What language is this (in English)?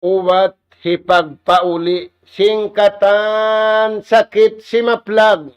Tausug